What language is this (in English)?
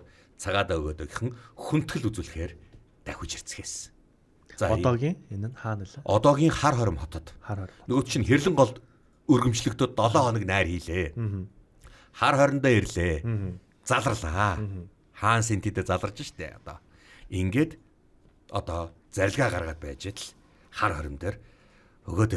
Mongolian